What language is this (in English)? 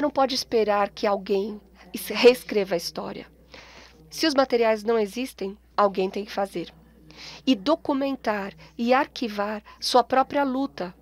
Portuguese